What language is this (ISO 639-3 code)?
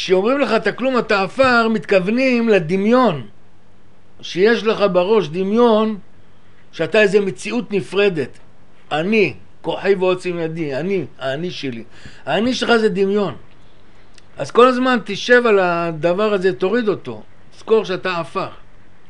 heb